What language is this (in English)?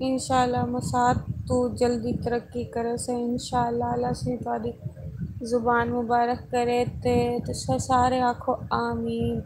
Saraiki